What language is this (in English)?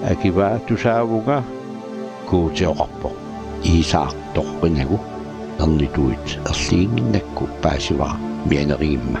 Kalaallisut